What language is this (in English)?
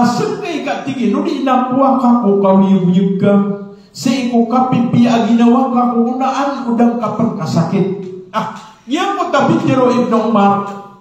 Maranao